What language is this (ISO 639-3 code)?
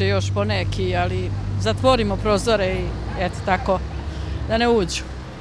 srp